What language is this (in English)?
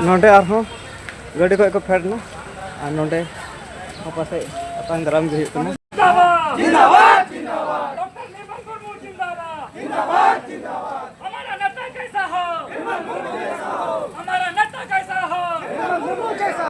Santali